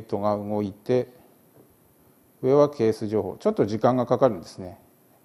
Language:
Japanese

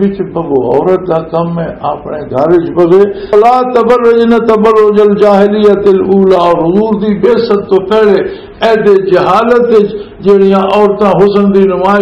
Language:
Western Panjabi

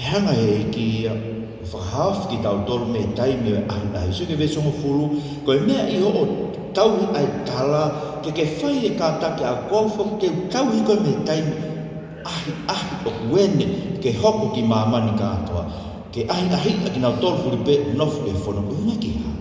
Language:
Tongan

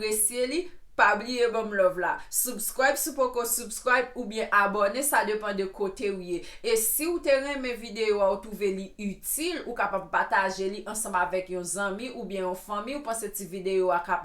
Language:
Haitian Creole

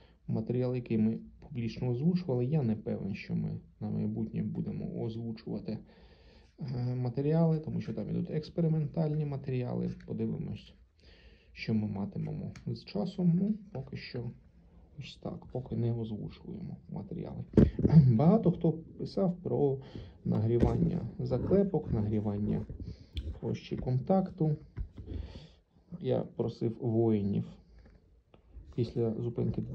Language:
Ukrainian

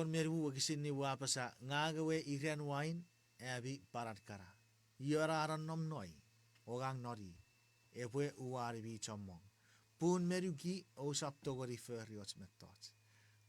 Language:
Chuukese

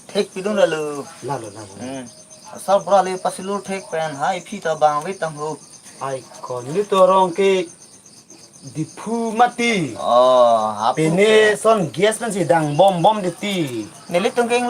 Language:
Karbi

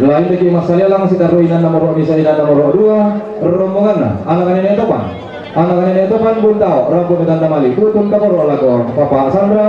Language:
Toraja-Sa'dan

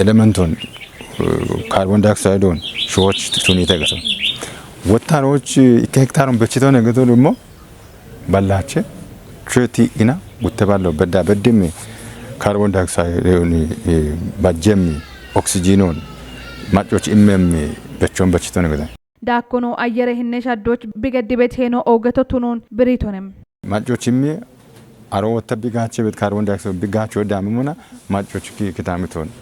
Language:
Kafa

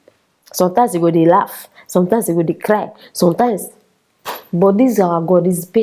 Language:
Nigerian Pidgin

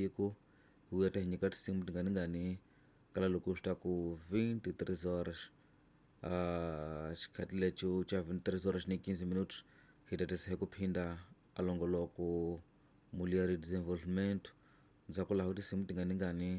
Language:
Tsonga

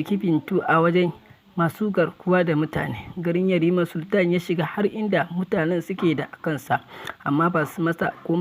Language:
Hausa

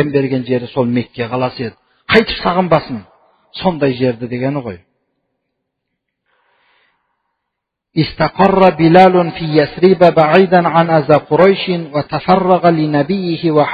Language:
Kazakh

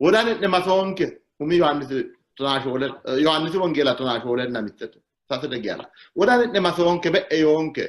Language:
Sidamo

